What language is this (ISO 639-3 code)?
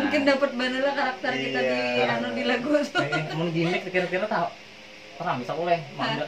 bjn